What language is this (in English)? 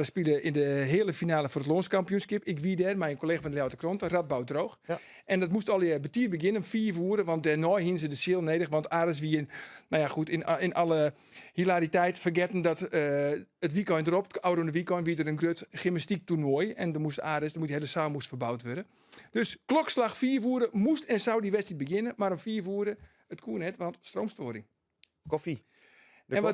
Western Frisian